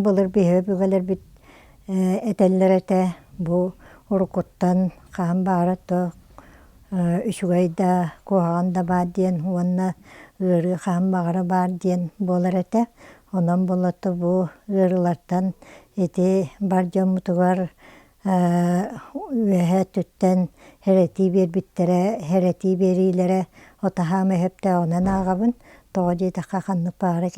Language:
Yakut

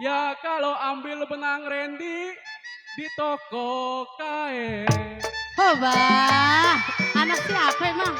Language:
Betawi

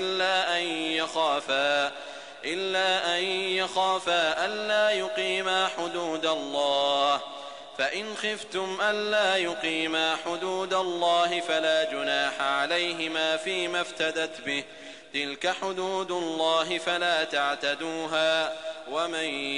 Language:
Arabic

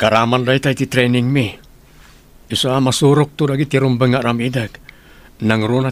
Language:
Iloko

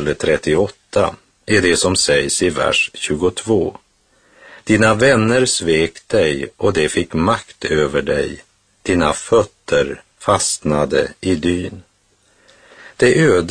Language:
Swedish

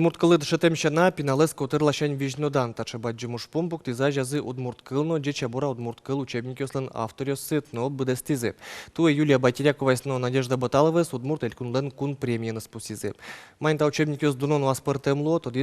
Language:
Udmurt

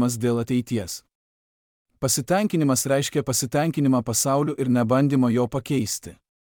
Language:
Lithuanian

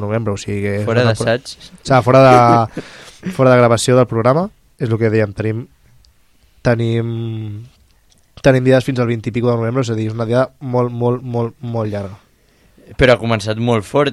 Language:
Catalan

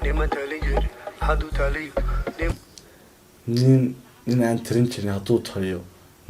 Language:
Somali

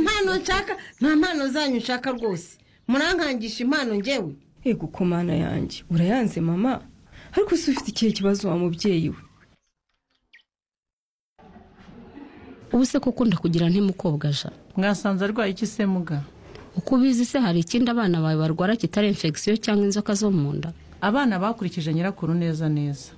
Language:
Kinyarwanda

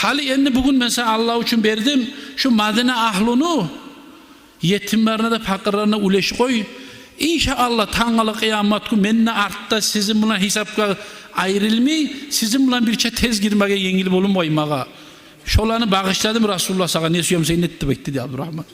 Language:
Kumyk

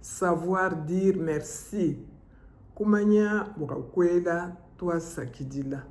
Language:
Luba-Lulua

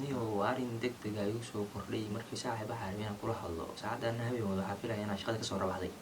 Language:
Somali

